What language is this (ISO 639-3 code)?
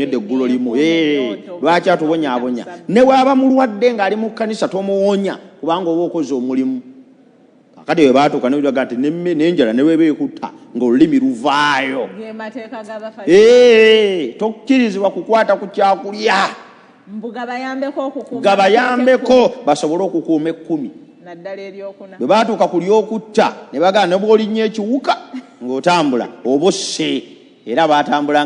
lug